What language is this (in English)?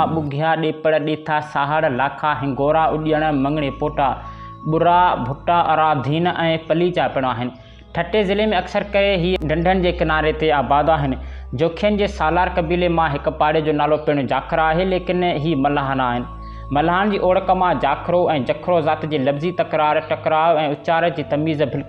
Sindhi